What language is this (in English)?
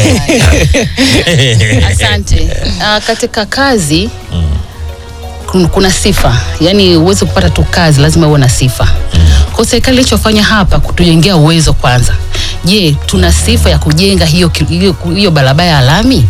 Swahili